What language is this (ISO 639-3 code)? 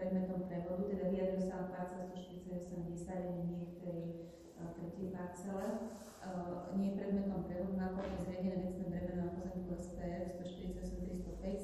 slk